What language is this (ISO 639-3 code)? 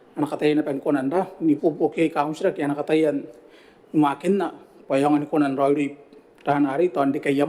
gil